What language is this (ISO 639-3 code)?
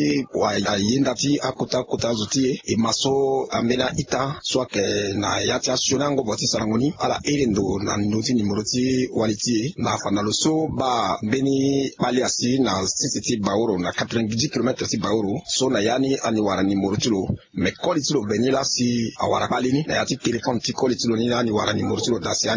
sag